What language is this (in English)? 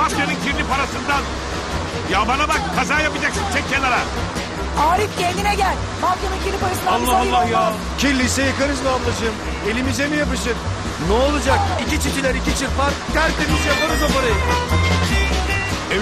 Turkish